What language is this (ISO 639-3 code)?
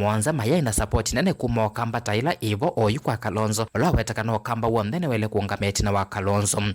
kam